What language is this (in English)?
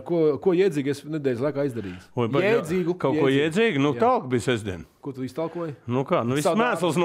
Latvian